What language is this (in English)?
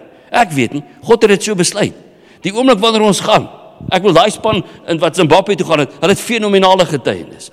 Afrikaans